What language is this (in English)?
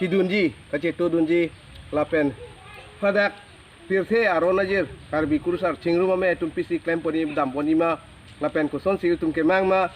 Karbi